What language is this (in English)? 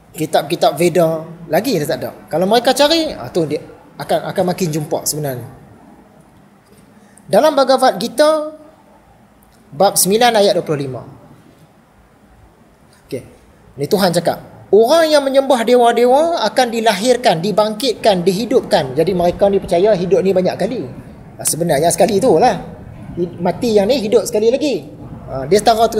Malay